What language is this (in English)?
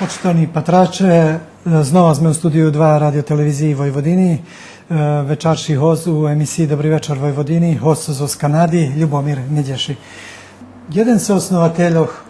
Rusyn